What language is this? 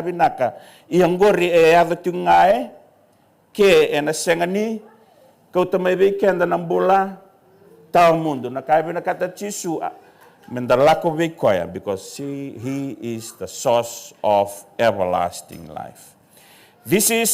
Fijian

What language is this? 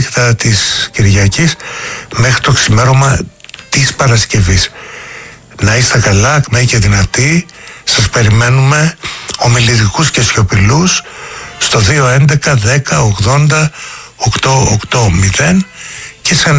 Greek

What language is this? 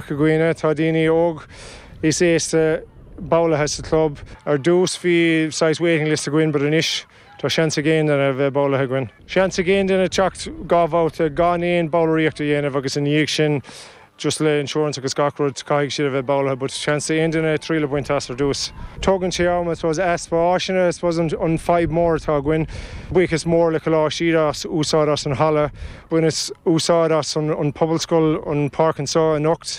Irish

